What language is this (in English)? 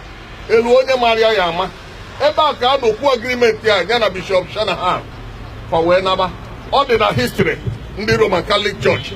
Igbo